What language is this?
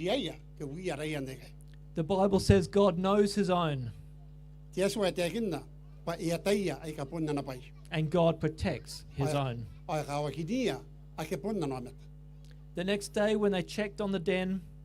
Gilbertese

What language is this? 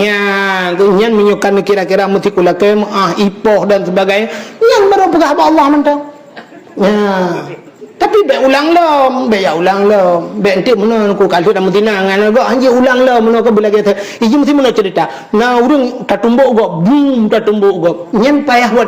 Achinese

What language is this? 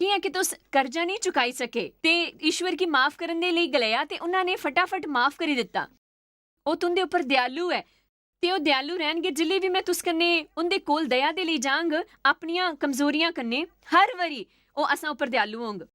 Dogri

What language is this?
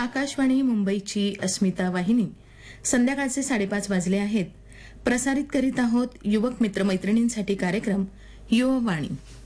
Marathi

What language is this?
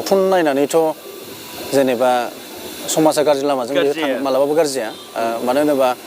Bodo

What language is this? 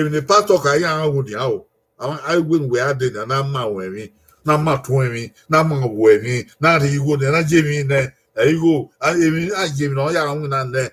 Bini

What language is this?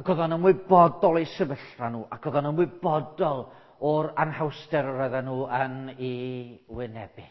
Welsh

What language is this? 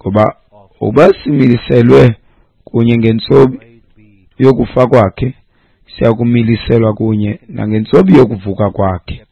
Xhosa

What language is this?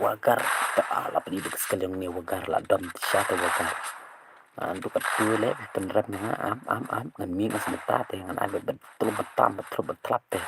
Khasi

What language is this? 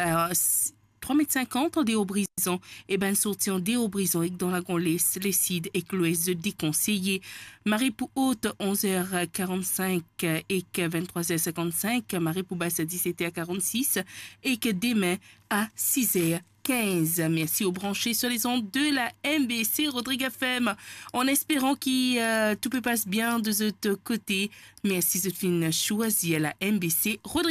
Morisyen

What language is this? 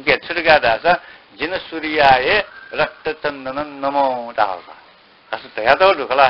Newari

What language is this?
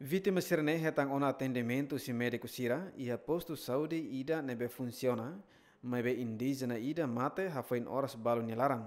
Tetum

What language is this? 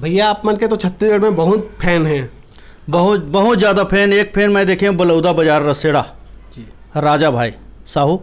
Chhattisgarhi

